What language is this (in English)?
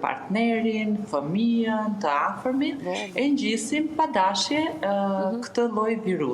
Albanian